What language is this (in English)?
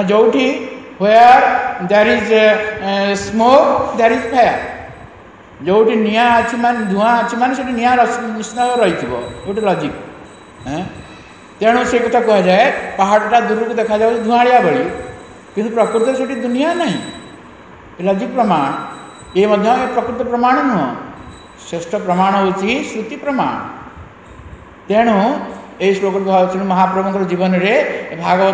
Odia